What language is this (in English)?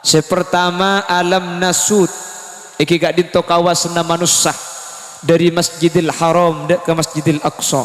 Madurese